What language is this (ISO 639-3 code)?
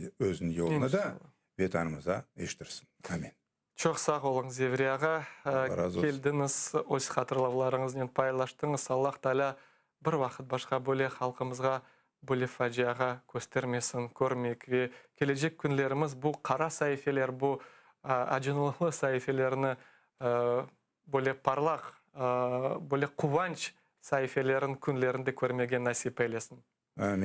crh